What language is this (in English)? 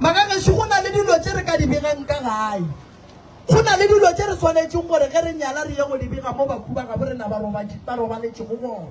Northern Sotho